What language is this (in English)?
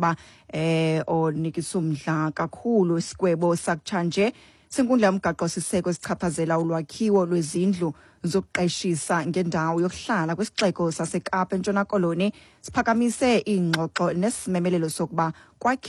Xhosa